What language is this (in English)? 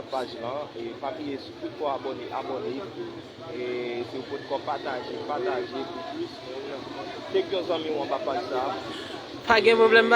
Haitian Creole